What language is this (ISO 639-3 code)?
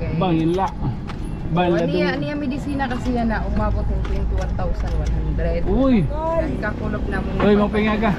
war